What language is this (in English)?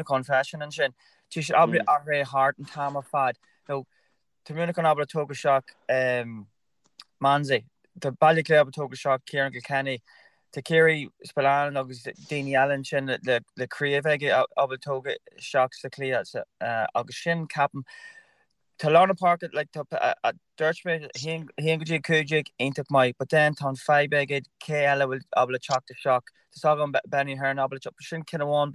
Irish